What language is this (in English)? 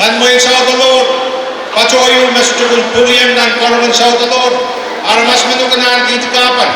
Pohnpeian